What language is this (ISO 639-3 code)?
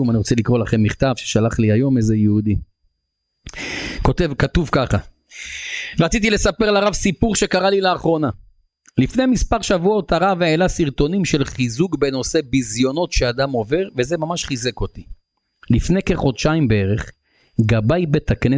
heb